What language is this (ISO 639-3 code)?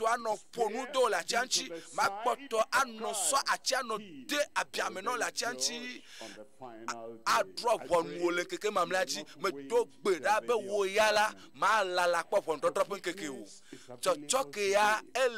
ewe